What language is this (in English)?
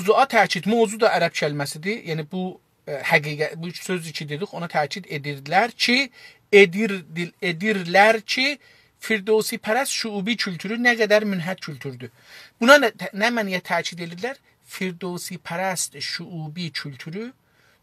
South Azerbaijani